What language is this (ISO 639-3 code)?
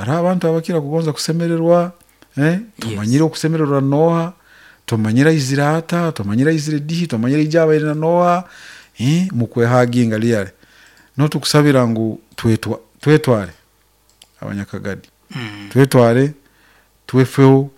nyn